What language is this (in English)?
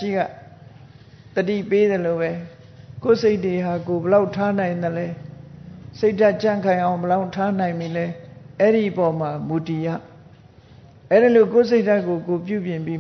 Burmese